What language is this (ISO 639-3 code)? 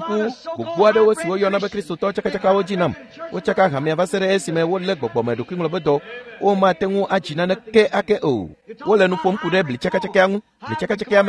ewe